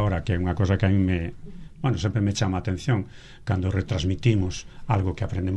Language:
Galician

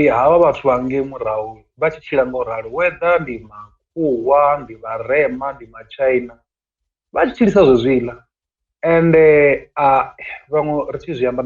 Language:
Venda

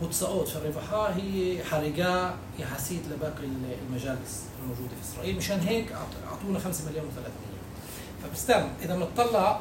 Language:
North Levantine Arabic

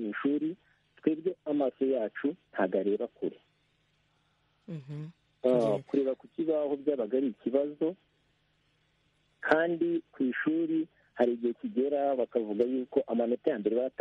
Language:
Kinyarwanda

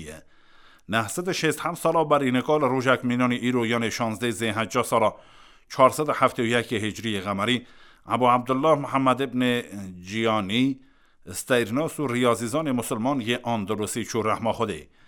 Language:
Kurdish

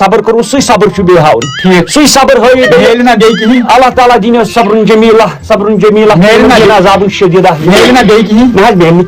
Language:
Kashmiri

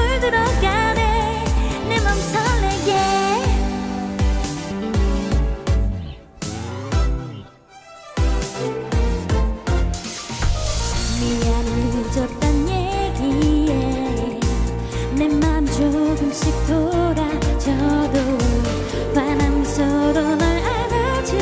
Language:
Korean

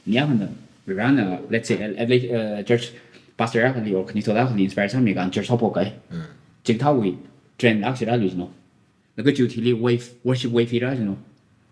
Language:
Tangkhul Naga (India)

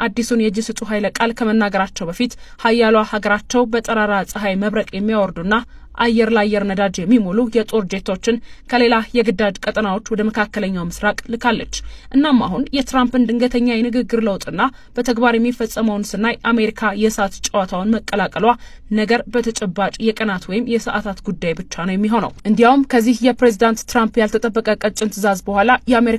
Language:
Amharic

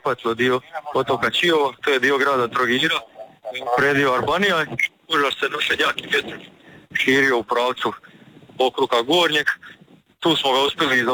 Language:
Croatian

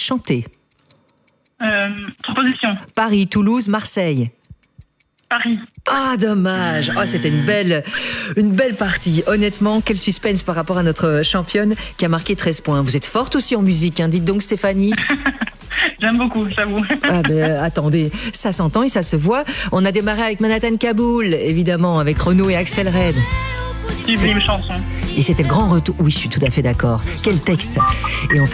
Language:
French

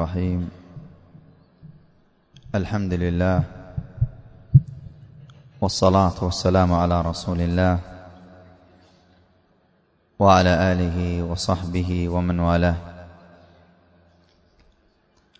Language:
Arabic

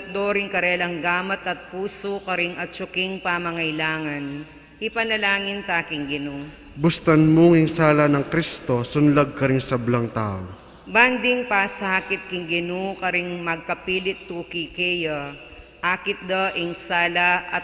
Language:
Pampanga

